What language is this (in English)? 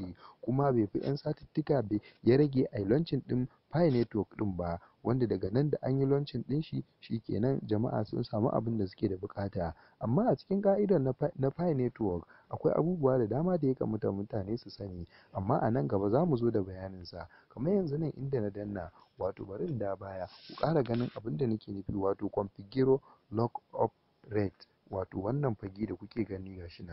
Hausa